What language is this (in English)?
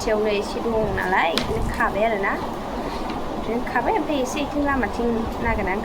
Bodo